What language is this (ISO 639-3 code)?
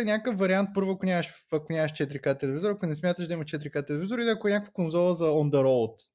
bul